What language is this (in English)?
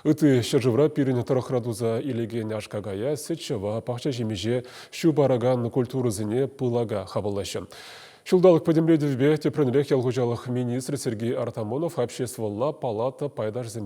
Chuvash